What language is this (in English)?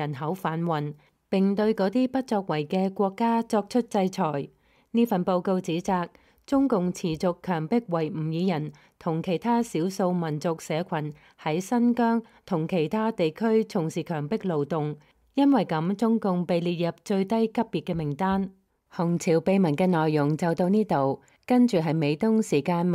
Cantonese